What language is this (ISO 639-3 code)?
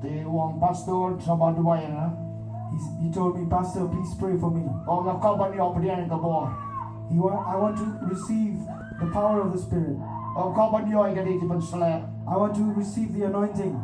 kha